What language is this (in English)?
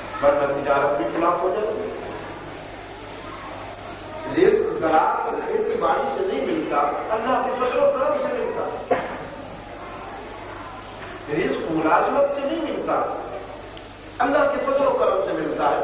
Urdu